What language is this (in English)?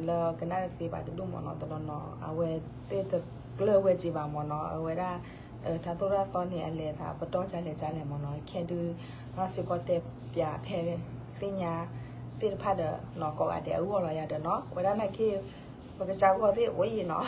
S'gaw Karen